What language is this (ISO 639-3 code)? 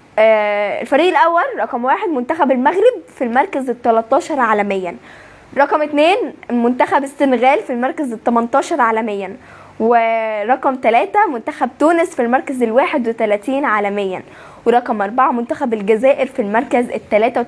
arz